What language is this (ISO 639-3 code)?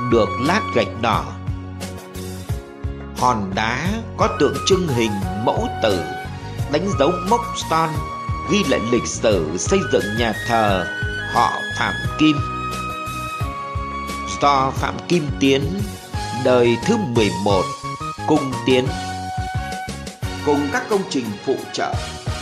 vie